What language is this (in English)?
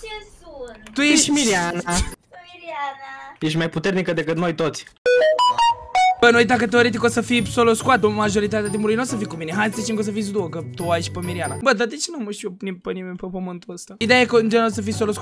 Romanian